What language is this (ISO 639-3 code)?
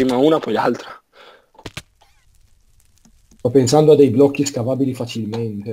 ita